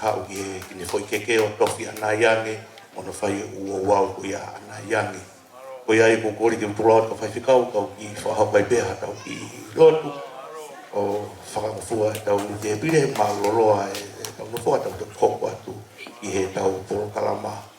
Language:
Tongan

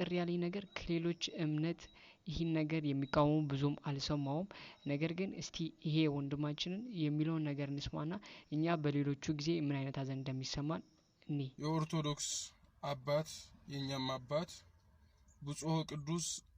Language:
Amharic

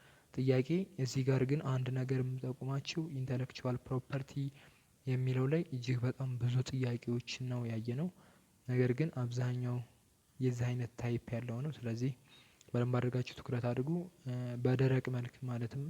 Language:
Amharic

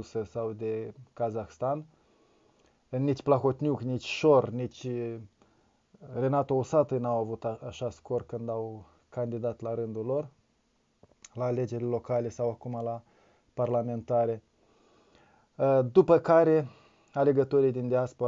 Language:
Romanian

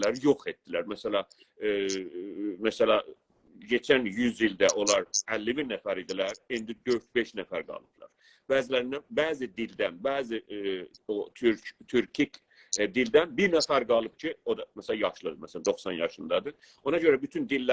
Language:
South Azerbaijani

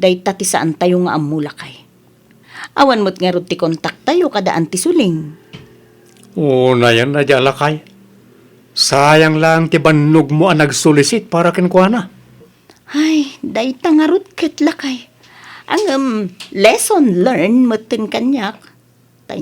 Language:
Iloko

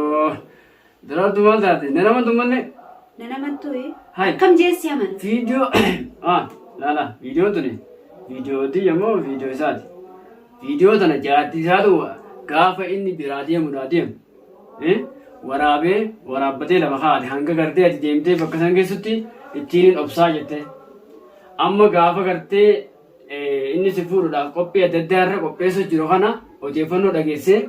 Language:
Oromo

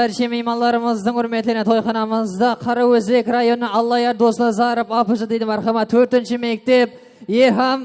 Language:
Kara-Kalpak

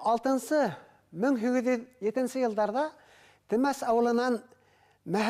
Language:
Bashkir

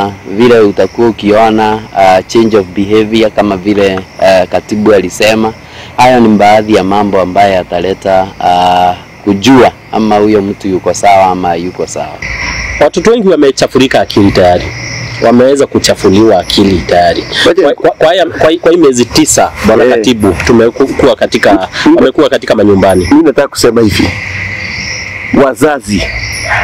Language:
Swahili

